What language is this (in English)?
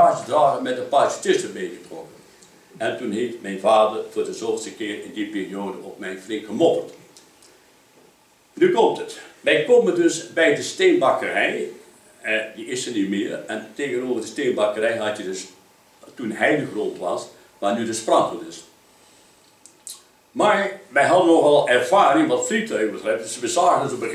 Dutch